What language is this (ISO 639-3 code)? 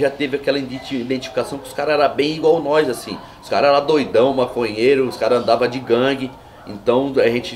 por